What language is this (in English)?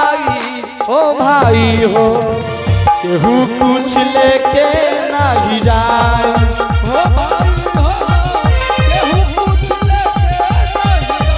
Angika